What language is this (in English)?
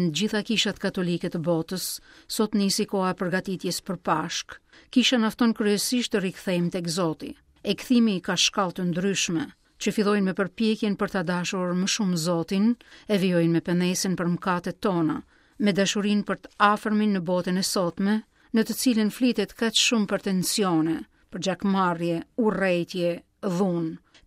Albanian